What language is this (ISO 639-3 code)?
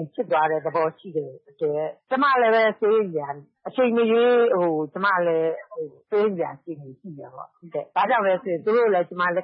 mya